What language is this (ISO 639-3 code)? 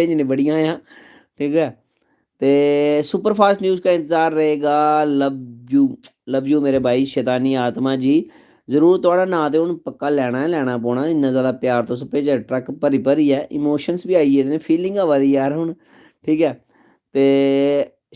doi